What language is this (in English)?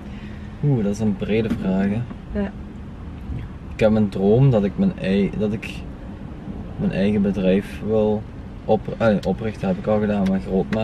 Dutch